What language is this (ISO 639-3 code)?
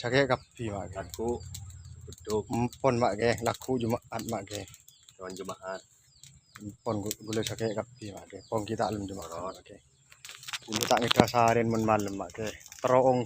mad